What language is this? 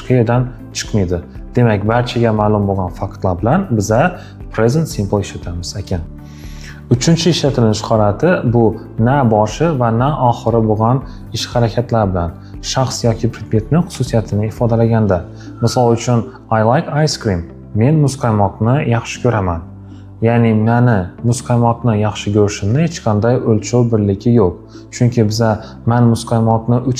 Uzbek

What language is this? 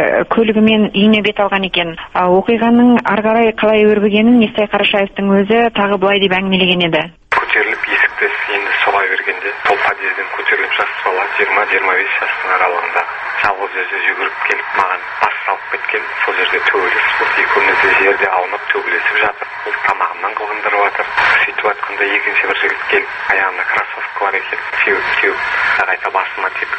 Kazakh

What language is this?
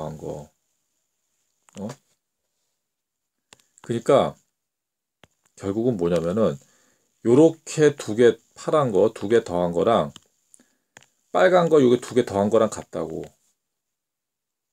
Korean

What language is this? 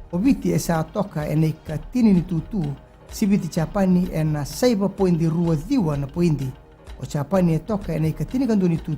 Fijian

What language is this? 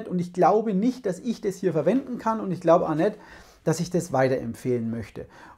German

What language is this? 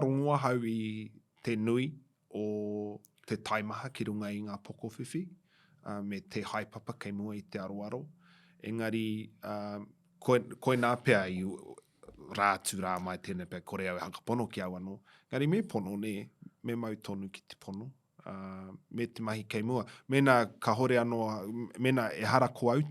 Māori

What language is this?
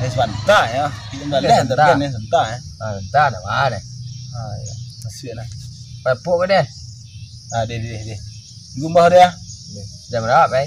Minangkabau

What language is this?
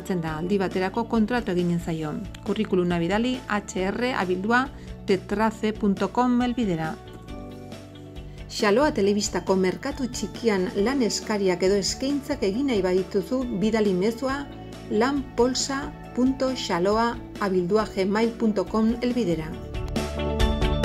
Basque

